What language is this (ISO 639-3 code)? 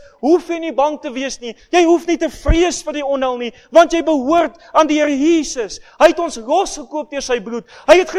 afr